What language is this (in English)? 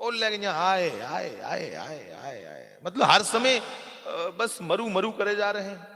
Dogri